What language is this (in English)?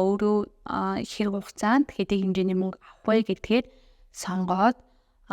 Mongolian